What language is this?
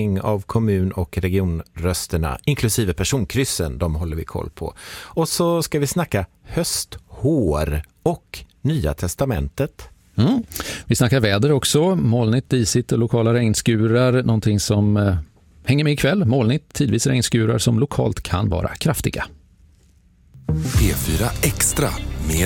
Swedish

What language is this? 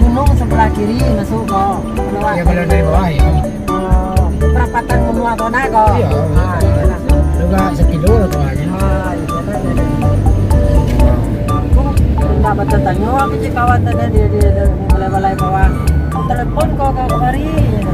Minangkabau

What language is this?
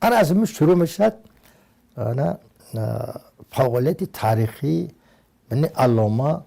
Tajik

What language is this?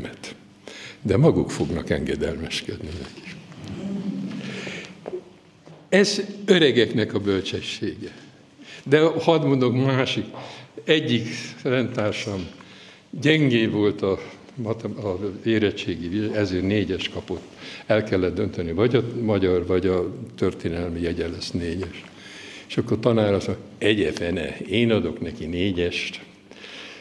Hungarian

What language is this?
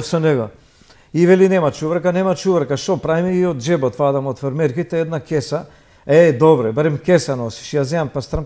Macedonian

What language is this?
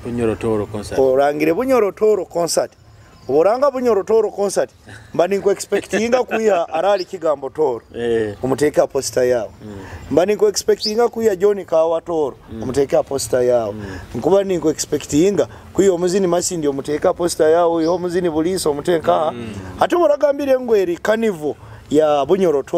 Nyoro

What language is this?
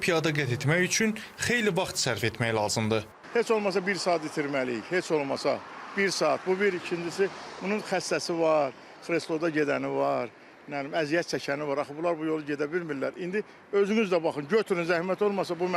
Azerbaijani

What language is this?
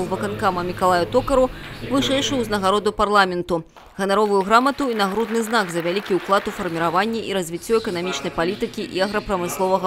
Belarusian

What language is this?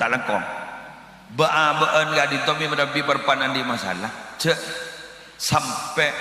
Madurese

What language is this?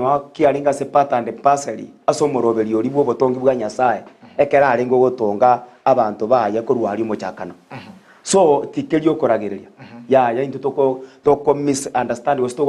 Gusii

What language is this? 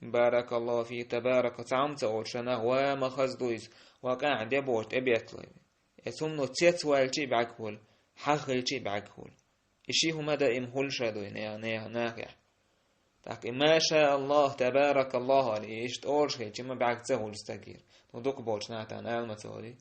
Chechen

